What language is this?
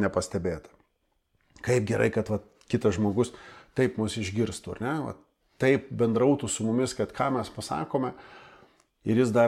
Lithuanian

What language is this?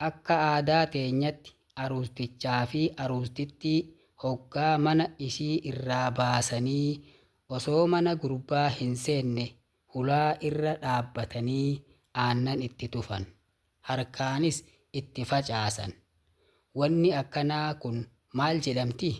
Oromo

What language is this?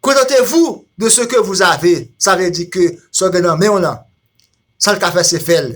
Haitian Creole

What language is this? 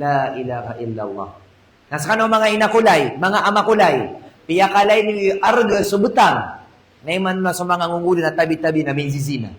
Maranao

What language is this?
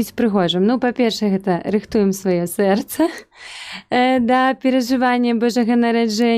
Belarusian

